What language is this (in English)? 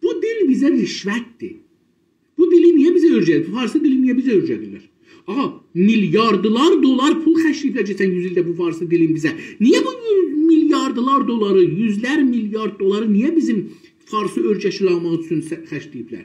South Azerbaijani